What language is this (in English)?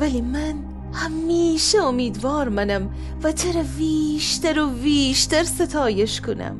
Gilaki